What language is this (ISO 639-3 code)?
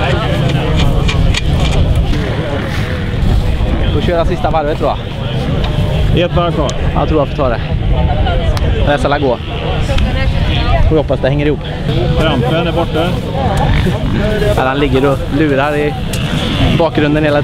swe